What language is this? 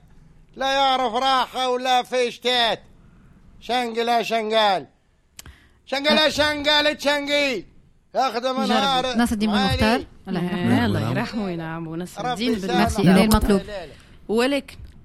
Tunisian Arabic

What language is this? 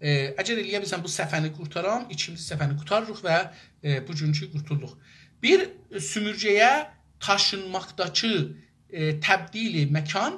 South Azerbaijani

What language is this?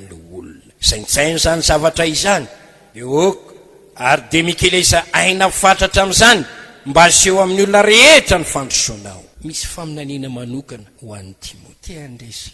Malagasy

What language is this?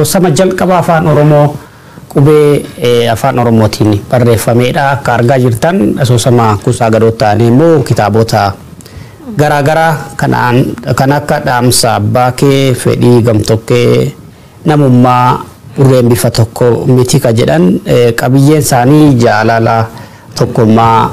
Oromo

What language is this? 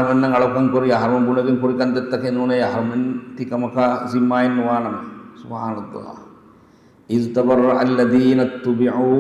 Divehi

